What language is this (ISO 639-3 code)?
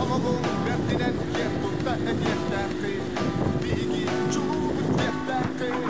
sah